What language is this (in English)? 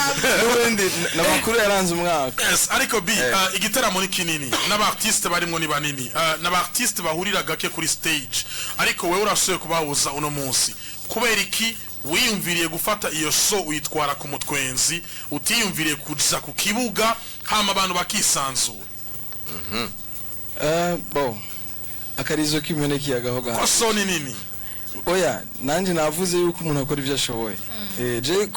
Rundi